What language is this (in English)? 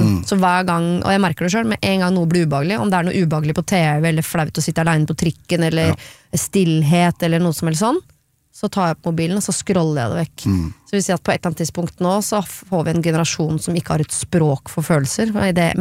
Norwegian